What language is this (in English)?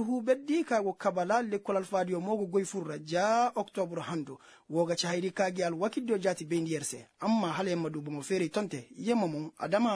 Koyraboro Senni